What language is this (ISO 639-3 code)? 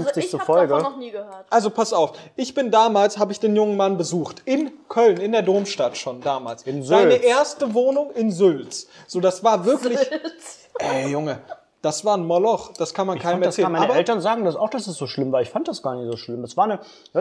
deu